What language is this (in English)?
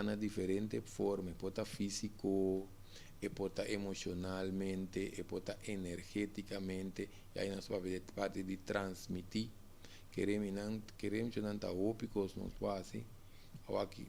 Papiamento